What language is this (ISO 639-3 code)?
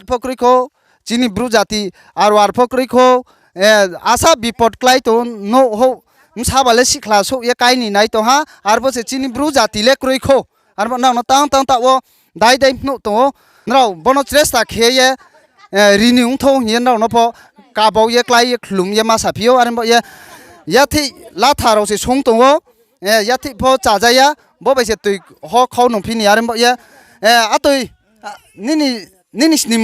ria